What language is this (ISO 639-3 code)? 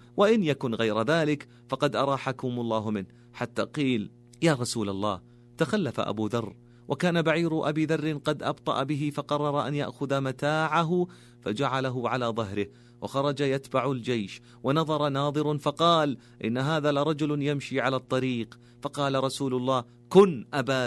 ara